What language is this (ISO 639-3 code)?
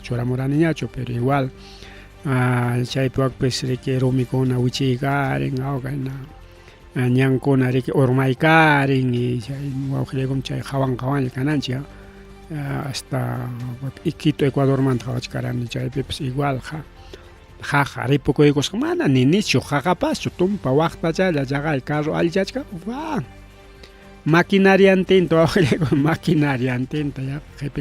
quy